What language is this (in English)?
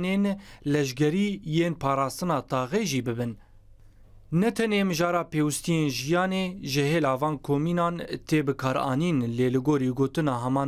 Kurdish